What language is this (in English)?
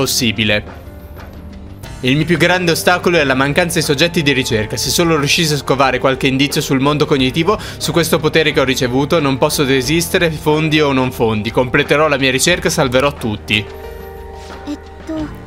Italian